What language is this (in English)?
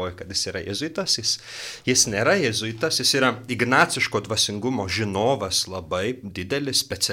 Lithuanian